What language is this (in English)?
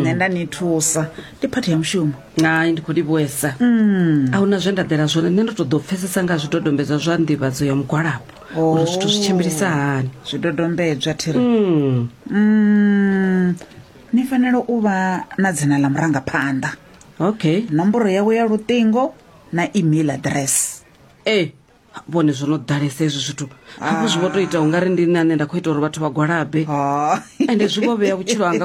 Venda